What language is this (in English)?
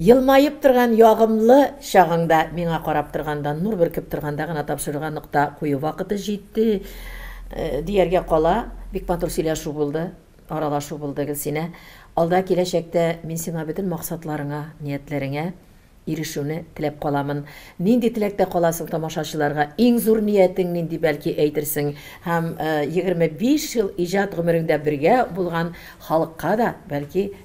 Tatar